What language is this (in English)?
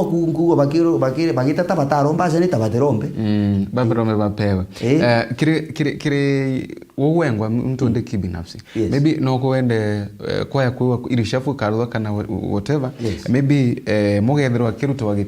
Meru